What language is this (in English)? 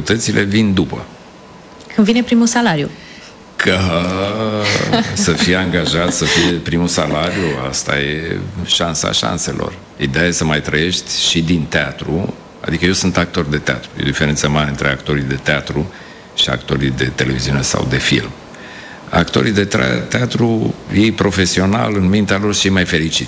Romanian